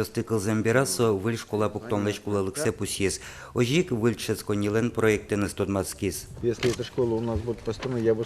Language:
Udmurt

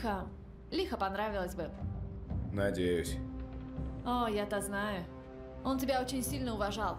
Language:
Russian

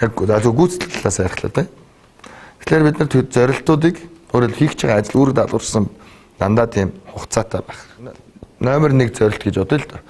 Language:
Mongolian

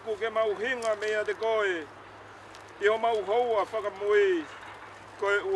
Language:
Tongan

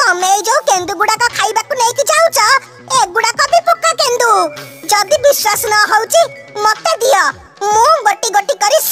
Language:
Odia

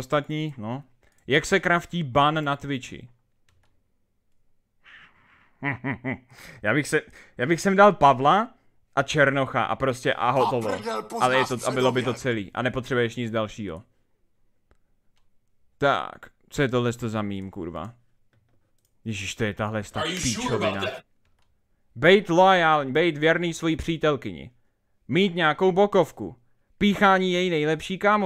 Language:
Czech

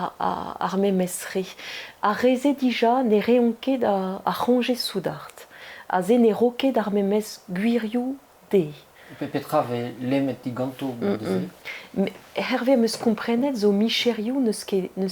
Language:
Breton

